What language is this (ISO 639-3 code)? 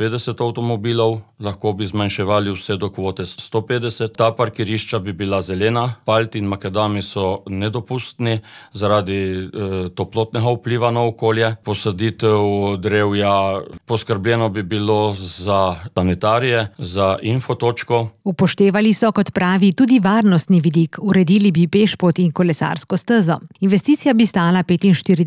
slv